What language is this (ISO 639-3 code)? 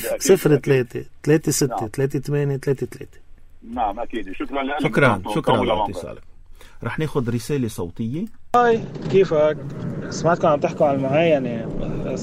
apc